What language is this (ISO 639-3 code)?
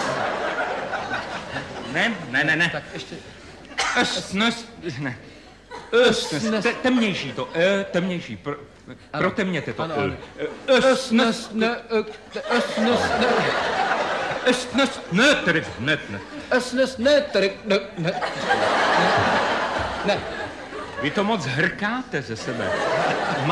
ces